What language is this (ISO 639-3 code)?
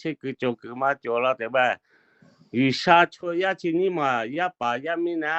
lhu